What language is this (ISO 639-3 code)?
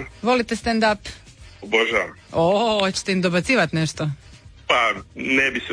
hrv